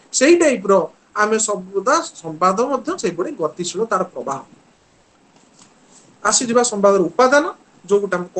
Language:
Odia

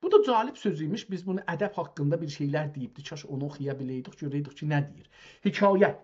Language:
South Azerbaijani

